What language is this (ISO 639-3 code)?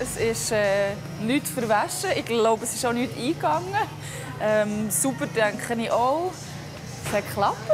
gsw